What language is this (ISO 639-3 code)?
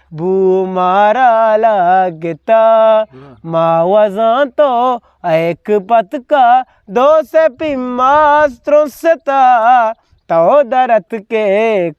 bgp